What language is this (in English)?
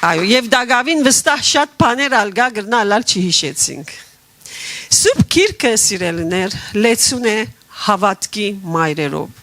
Western Armenian